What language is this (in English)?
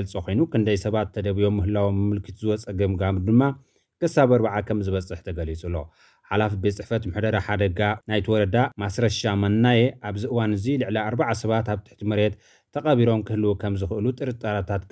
Tigrinya